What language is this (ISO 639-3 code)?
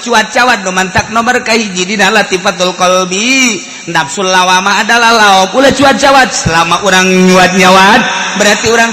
sun